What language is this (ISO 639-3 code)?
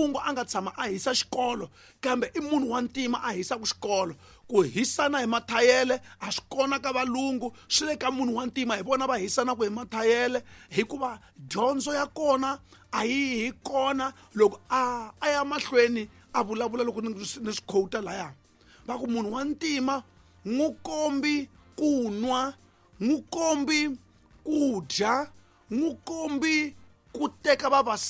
tso